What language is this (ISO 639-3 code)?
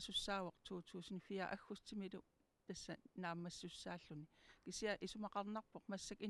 kal